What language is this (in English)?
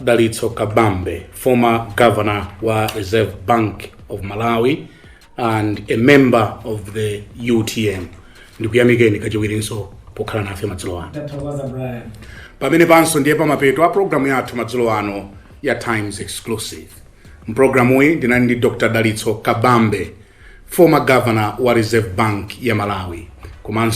Nyanja